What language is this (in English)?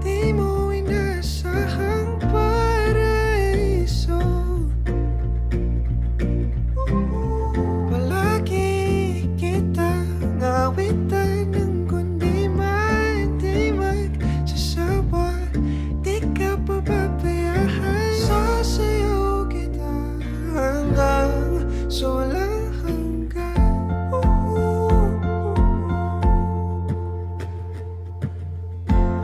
Filipino